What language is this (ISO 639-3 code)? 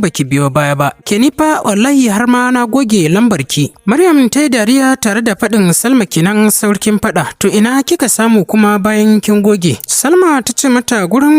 hau